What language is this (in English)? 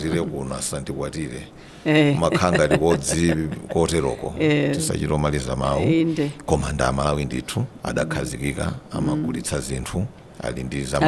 Nyanja